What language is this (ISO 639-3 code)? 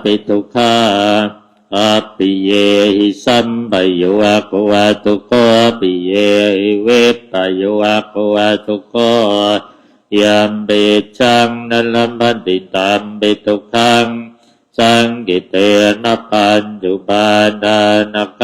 pli